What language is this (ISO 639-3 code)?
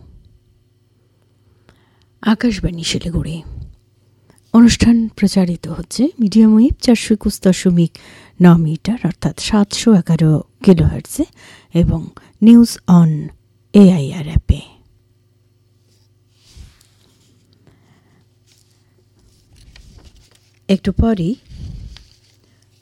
ben